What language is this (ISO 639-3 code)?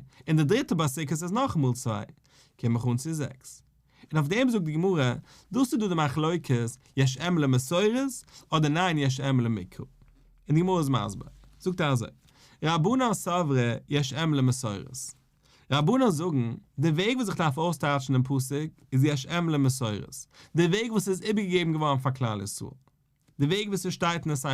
yid